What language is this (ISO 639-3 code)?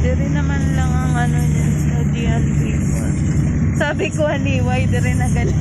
hil